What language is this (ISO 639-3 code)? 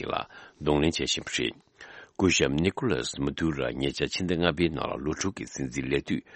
bod